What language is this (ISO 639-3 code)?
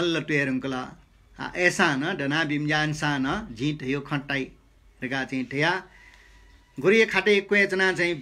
new